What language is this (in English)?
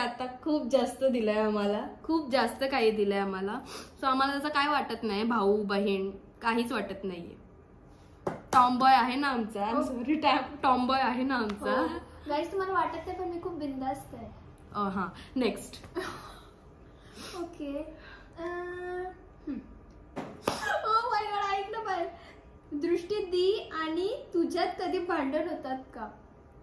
Marathi